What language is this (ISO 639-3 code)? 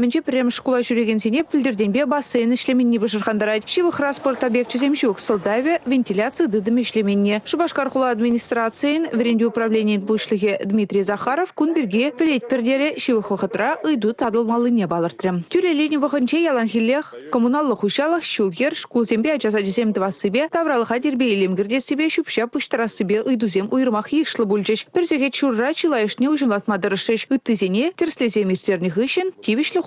chv